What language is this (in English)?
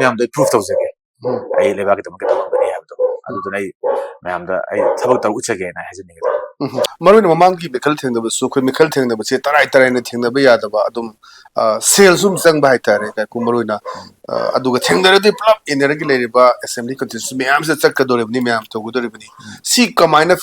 Manipuri